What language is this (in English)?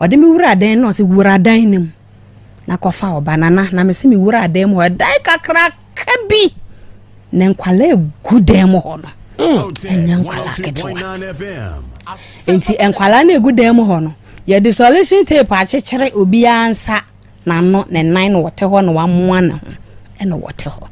Akan